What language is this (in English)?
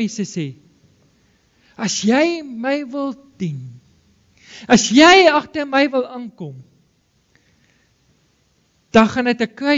Afrikaans